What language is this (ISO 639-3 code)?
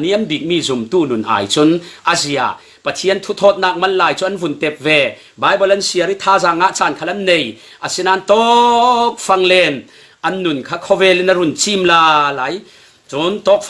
cfm